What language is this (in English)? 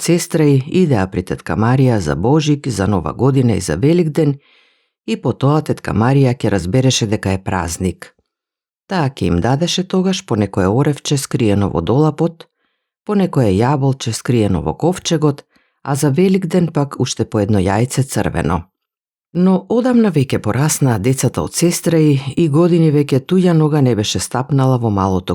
Macedonian